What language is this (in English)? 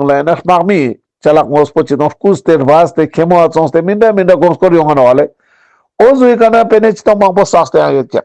Ladakhi